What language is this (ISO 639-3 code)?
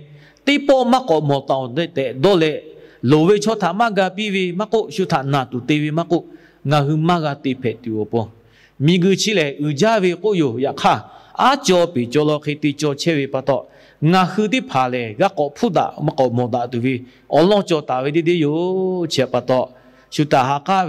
lhu